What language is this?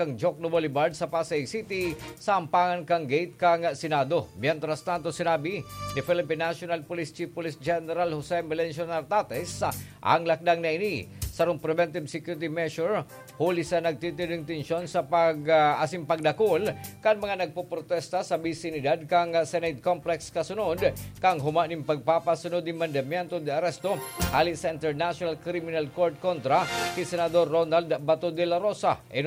Bikol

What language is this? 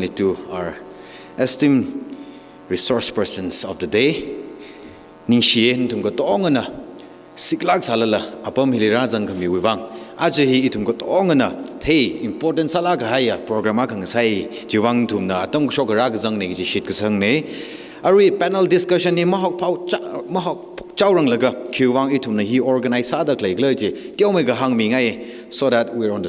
Tangkhul Naga (India)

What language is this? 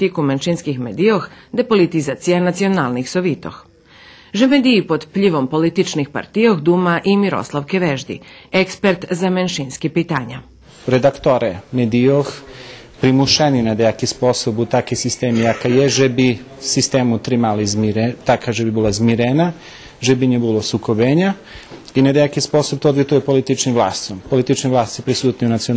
Rusyn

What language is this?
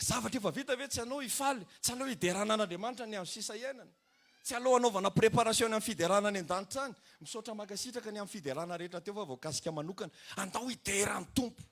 Malagasy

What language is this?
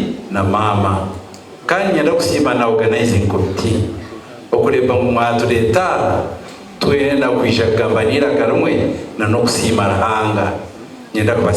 Nyankole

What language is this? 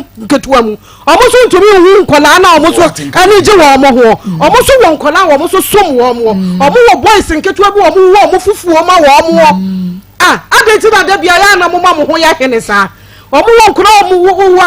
Akan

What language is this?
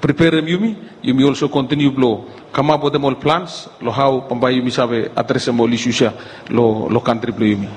Bislama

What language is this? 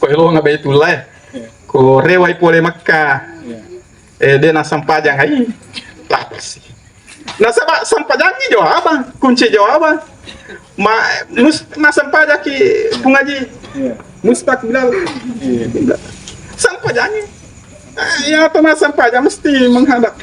Buginese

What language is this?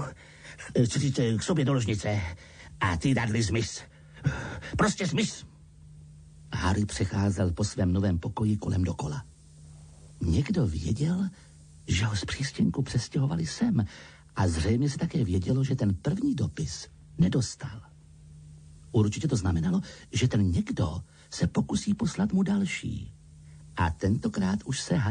Czech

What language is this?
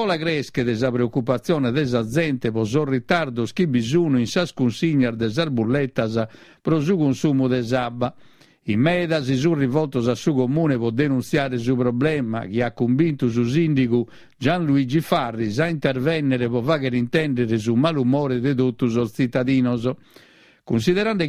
Sardinian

